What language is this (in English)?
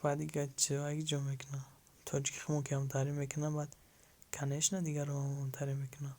Tajik